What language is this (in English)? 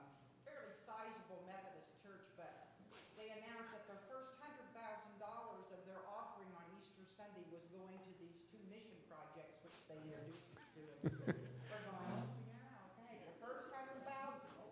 English